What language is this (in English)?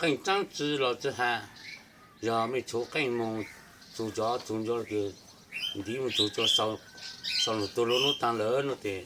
Hmong